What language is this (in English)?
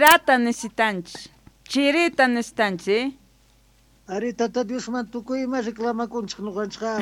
South Bolivian Quechua